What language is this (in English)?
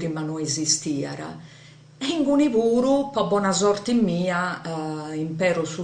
Sardinian